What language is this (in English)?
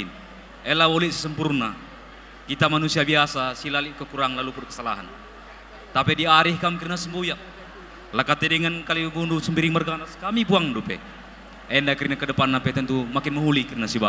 Batak Karo